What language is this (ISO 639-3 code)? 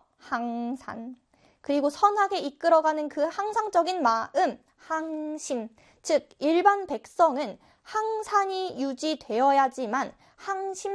kor